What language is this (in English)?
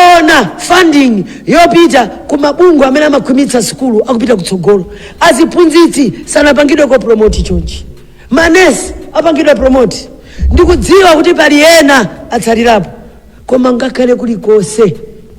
Nyanja